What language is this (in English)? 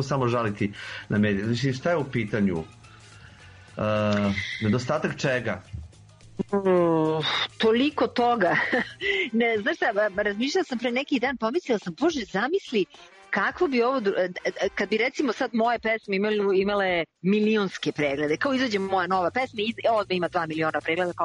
Serbian